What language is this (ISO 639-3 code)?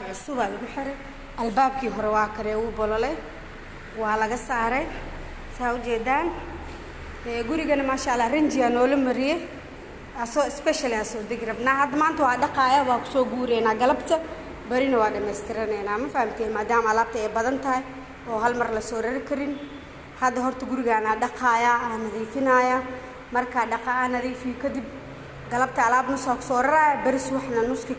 som